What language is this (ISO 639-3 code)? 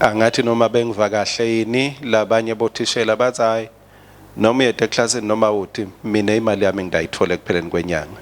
ssw